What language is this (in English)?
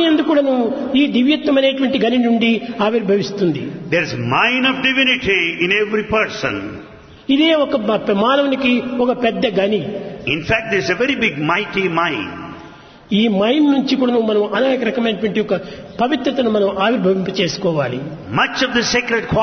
Telugu